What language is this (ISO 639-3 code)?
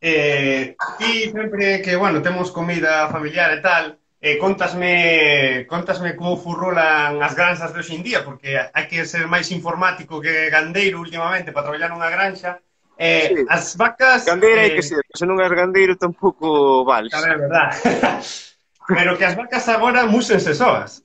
glg